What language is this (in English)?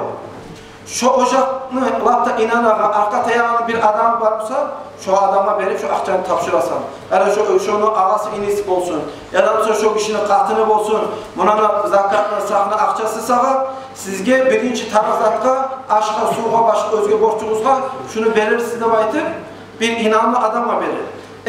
Kumyk